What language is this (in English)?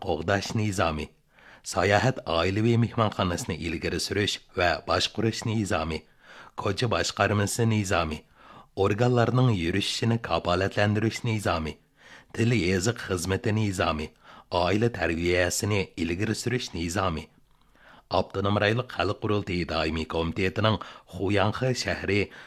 Uyghur